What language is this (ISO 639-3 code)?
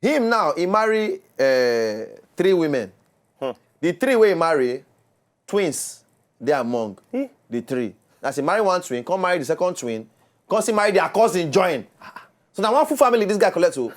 pcm